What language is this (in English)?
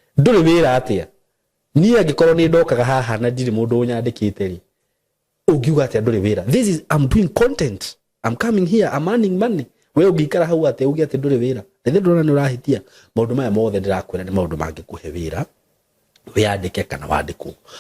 Kikuyu